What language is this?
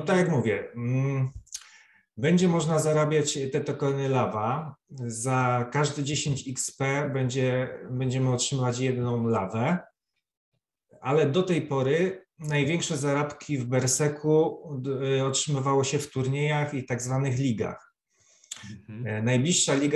Polish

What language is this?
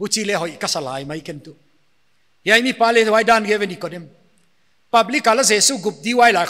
Paite Chin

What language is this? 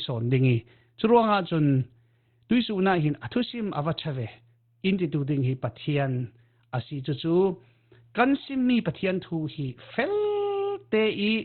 Falam Chin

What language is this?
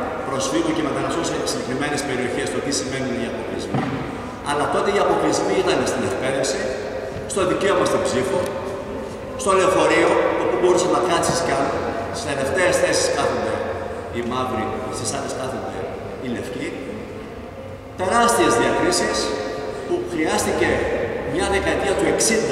Greek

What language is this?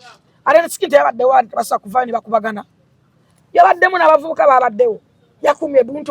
Ganda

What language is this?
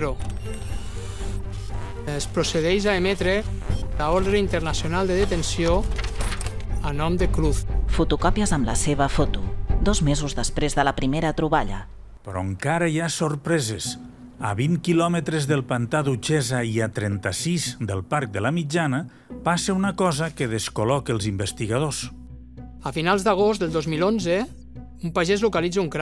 Catalan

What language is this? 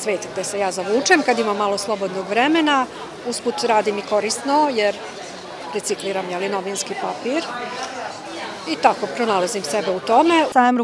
Serbian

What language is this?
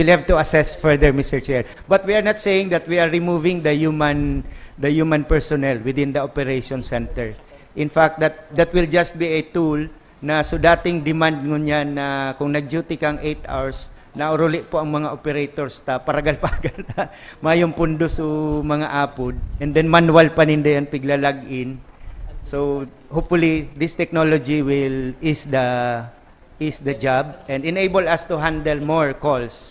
Bikol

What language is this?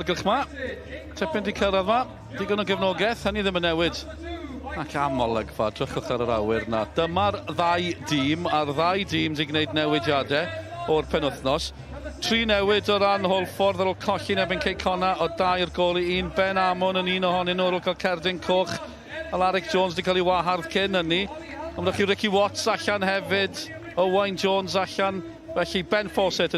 Welsh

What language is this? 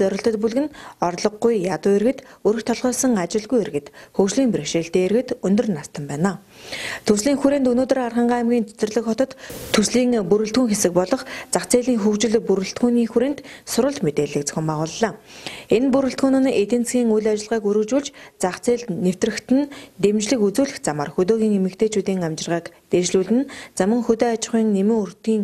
Mongolian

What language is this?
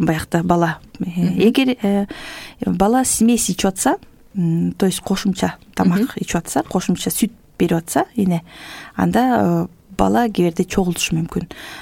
Kyrgyz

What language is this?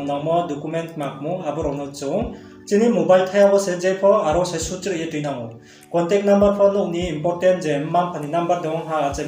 Riang (India)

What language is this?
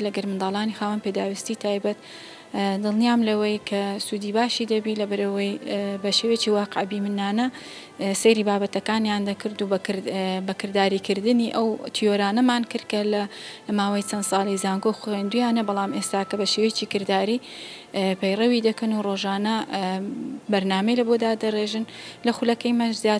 Central Kurdish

